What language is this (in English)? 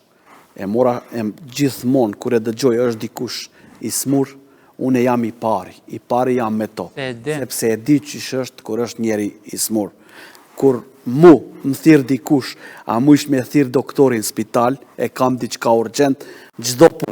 Albanian